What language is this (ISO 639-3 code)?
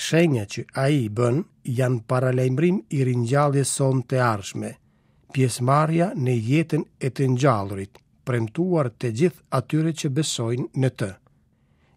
sqi